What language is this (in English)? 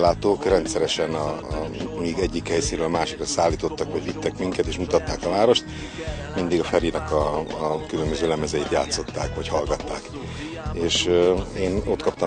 Hungarian